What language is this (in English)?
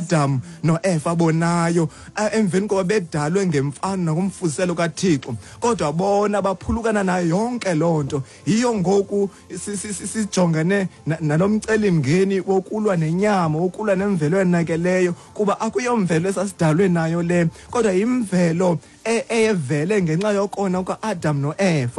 Xhosa